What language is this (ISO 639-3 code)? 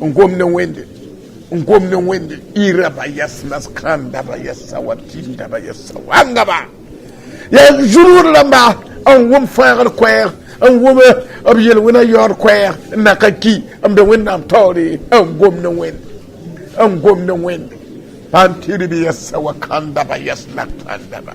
mos